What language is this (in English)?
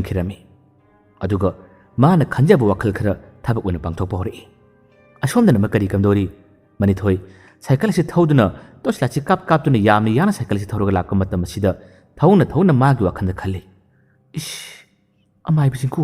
Manipuri